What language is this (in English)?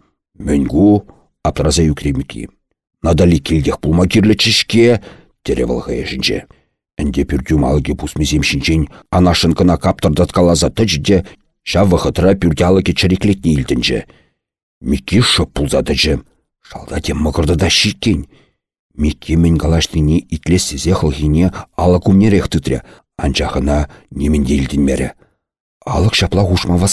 Chuvash